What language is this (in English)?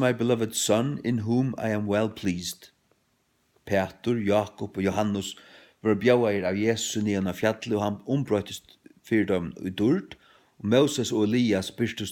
Faroese